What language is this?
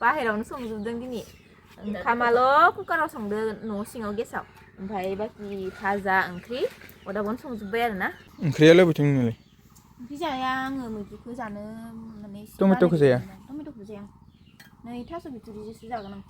Bodo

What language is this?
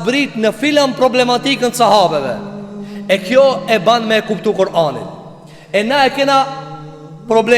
Albanian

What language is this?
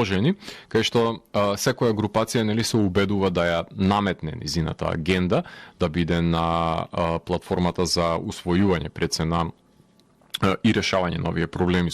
Macedonian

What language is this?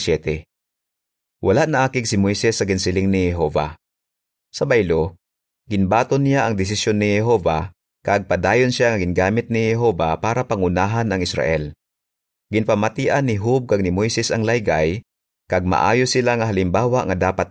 Hiligaynon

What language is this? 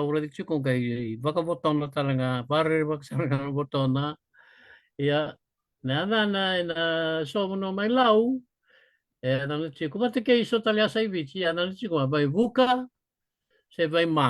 Fijian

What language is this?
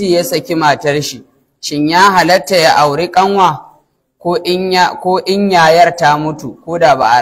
Hausa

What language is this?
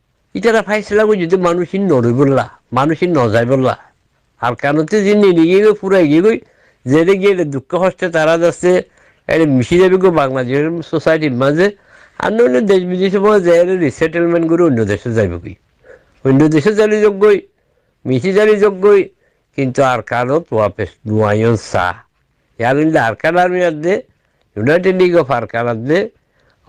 Rohingya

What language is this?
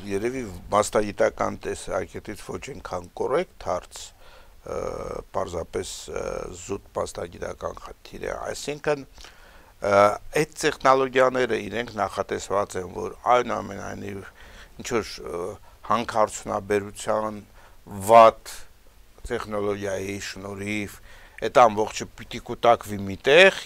Armenian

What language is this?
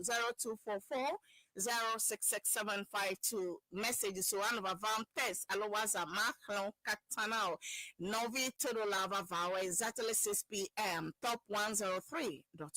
Ewe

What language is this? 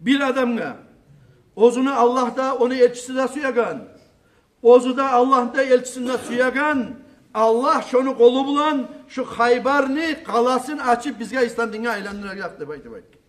Kumyk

